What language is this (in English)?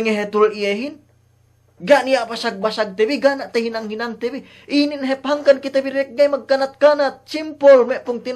Yakan